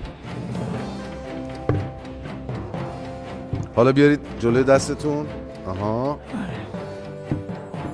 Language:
Persian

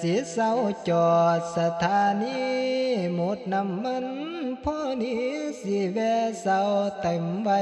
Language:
Northeastern Thai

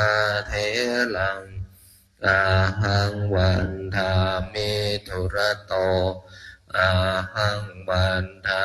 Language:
Pali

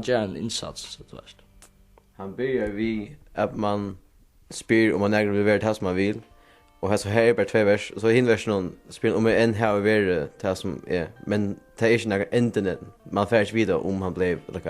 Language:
Faroese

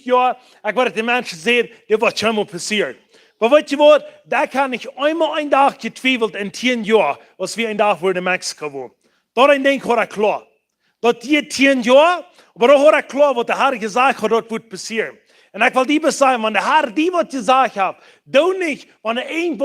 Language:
Plautdietsch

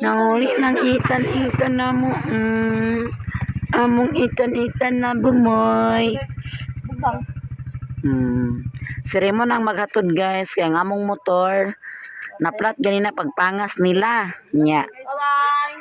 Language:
Cebuano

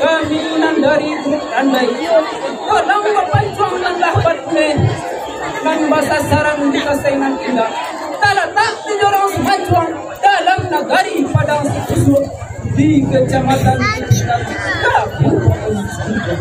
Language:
Minangkabau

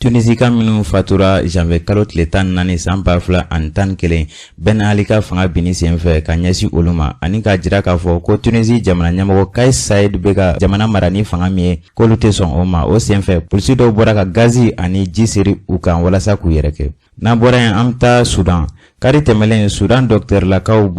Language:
Bambara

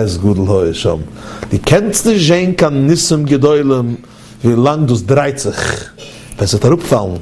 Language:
Yiddish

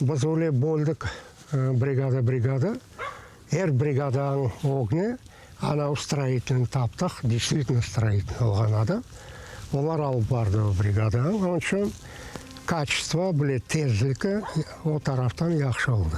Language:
Crimean Tatar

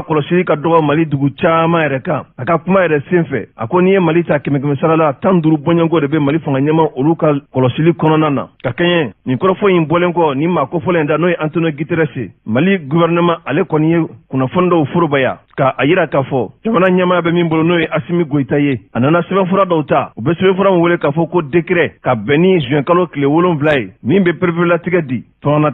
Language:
Bambara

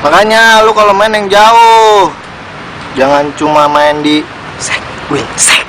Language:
Betawi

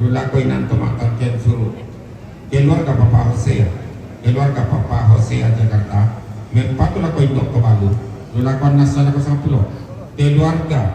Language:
Toraja-Sa'dan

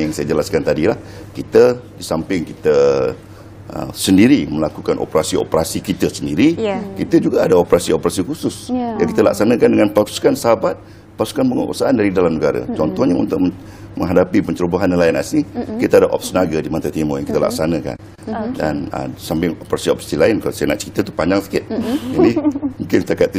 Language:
Malay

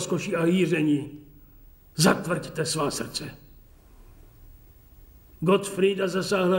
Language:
Czech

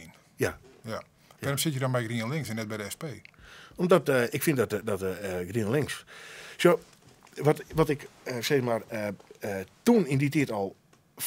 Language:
Western Frisian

